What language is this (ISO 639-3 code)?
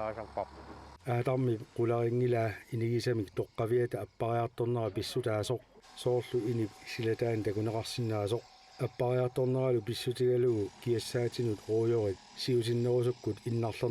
kal